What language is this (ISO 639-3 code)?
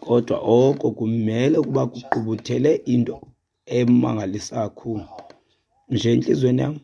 xho